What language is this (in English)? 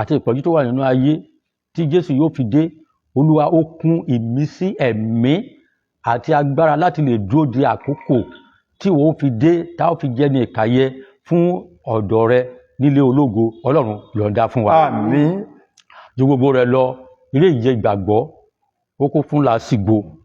Yoruba